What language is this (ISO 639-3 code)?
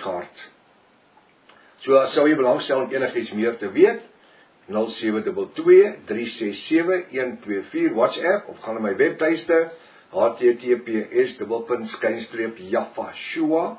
afr